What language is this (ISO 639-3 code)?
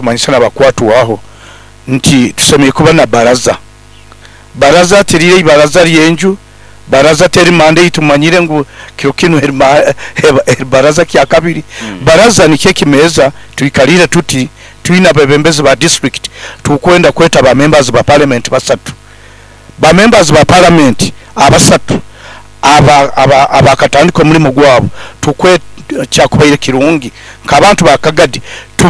nyo